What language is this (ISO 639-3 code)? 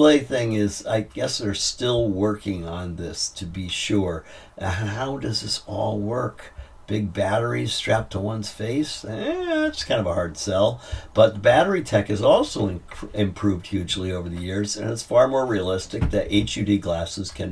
eng